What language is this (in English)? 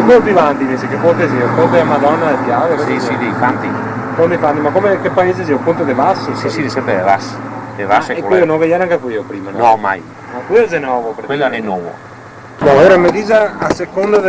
Venetian